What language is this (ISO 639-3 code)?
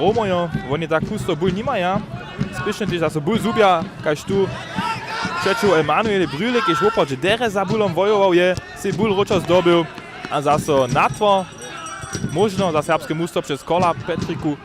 hsb